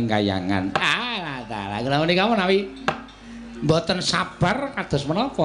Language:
Javanese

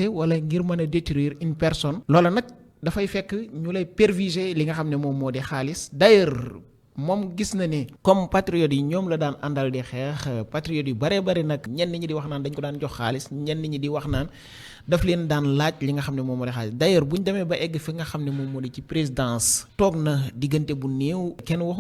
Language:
Wolof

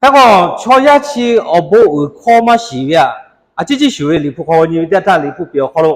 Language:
Lahu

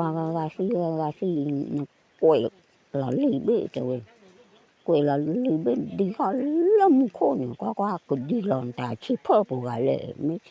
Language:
S'gaw Karen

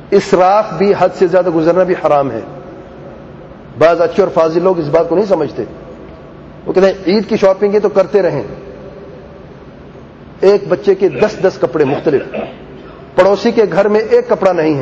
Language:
Urdu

